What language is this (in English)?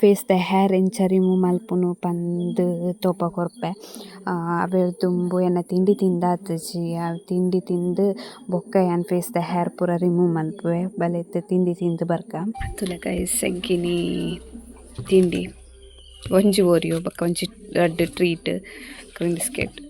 Tulu